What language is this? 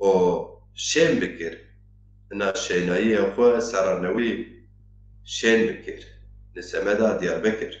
Zaza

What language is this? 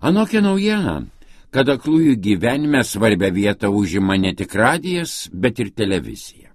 Lithuanian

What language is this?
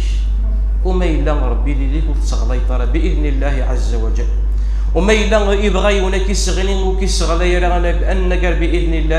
Kabyle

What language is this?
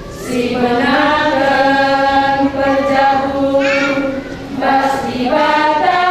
Batak Karo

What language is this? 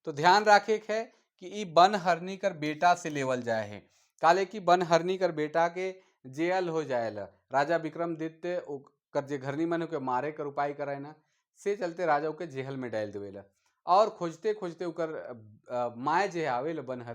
Sadri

